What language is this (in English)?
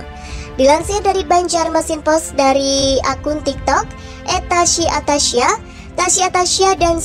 Indonesian